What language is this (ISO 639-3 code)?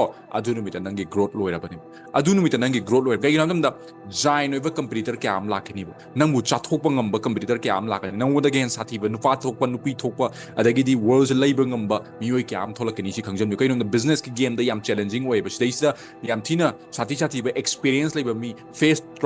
mni